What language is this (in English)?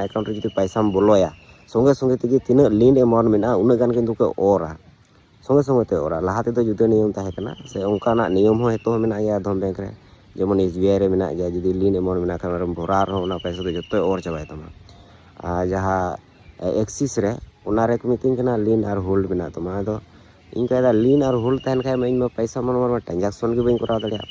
Santali